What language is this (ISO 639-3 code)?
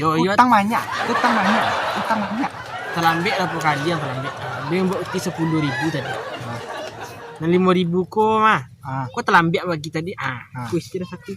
min